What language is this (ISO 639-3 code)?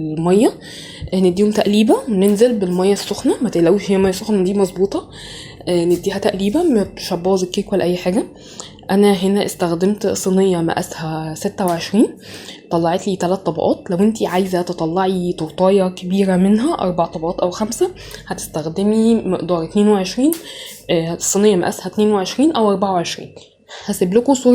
arz